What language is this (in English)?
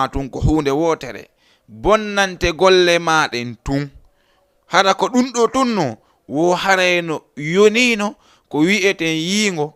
Fula